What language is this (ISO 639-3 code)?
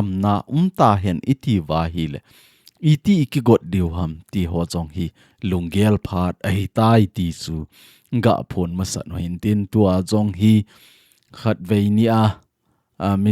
tcz